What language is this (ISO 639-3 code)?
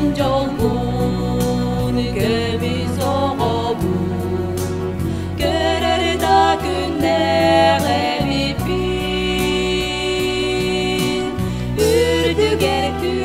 sah